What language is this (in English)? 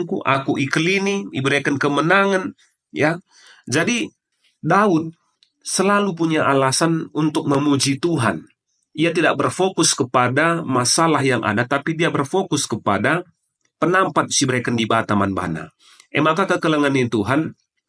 Batak Karo